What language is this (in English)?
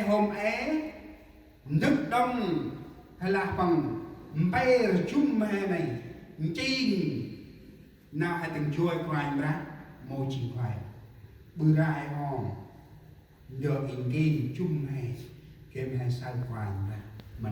Central Mnong